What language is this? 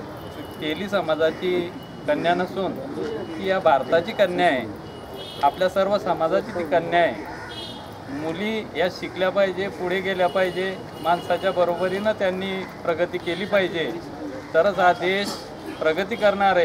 Marathi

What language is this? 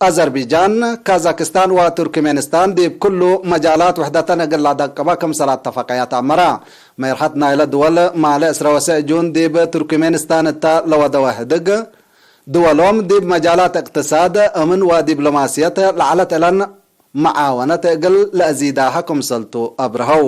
Tigre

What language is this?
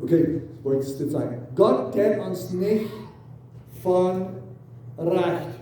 Plautdietsch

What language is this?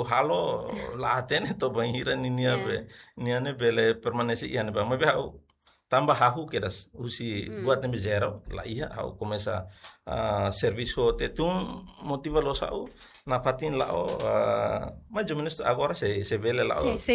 Tetum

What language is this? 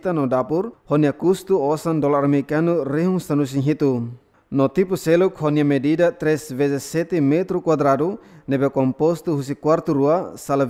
Tetum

